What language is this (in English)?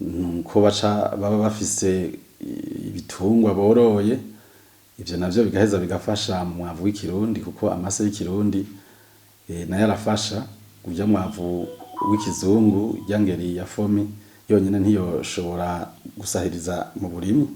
Rundi